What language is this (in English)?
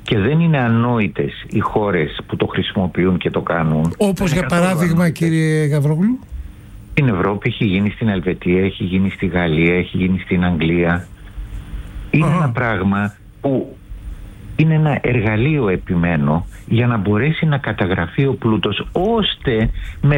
Greek